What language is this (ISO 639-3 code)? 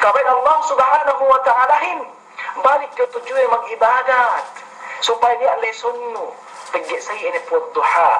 yka